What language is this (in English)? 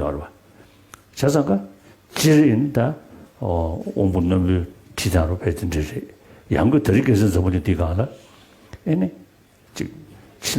Tibetan